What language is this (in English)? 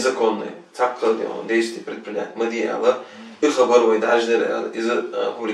Chechen